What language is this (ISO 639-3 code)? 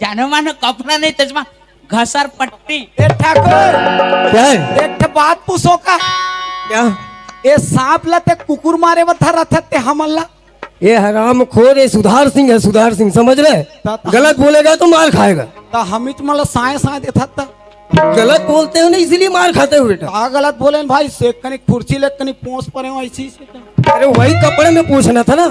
hne